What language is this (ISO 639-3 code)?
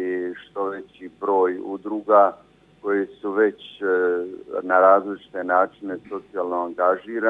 hrv